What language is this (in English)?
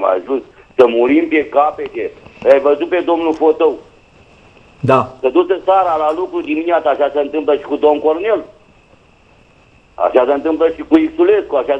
Romanian